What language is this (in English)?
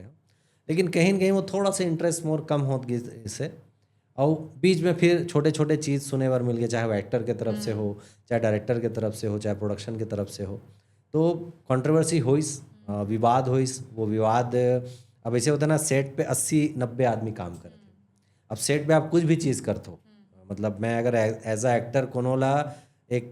Chhattisgarhi